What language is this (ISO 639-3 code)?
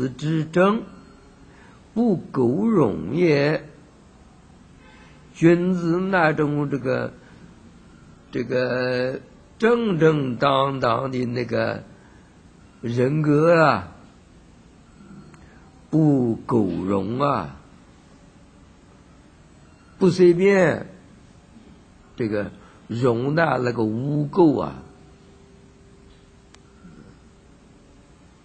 zho